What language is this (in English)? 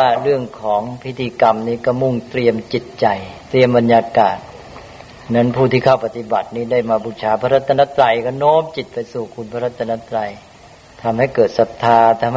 Thai